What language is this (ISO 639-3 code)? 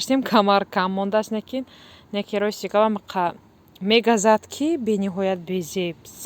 tgk